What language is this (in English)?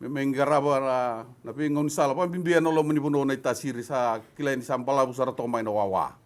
Fijian